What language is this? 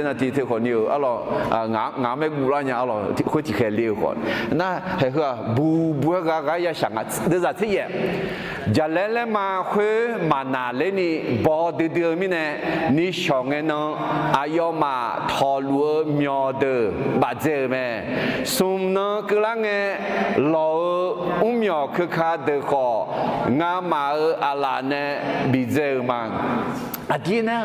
Akha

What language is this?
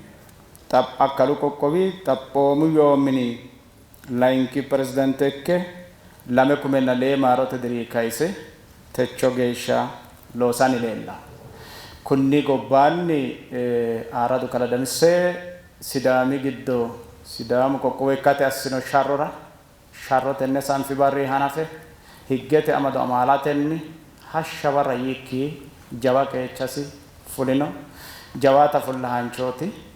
Sidamo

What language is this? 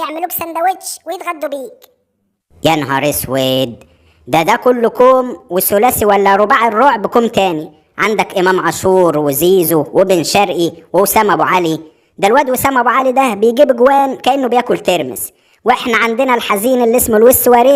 Egyptian Arabic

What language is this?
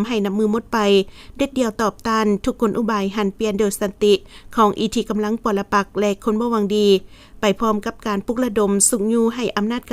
Lao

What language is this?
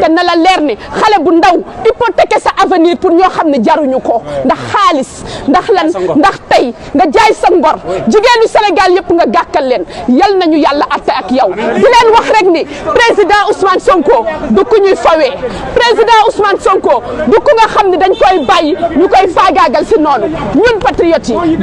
Wolof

